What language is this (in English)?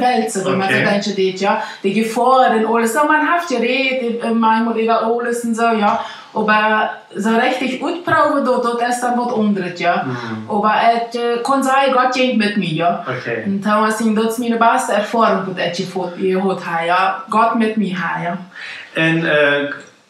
Plautdietsch